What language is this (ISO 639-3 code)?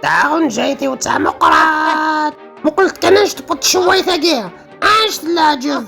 kab